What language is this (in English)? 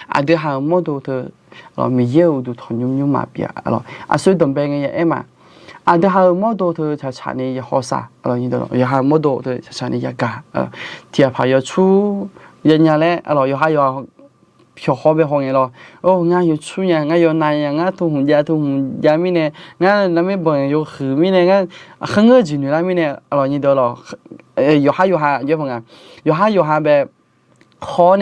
Akha